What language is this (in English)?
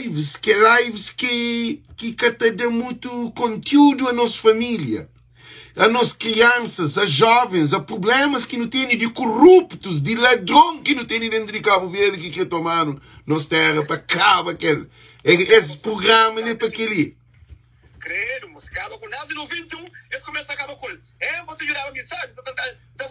Kabuverdianu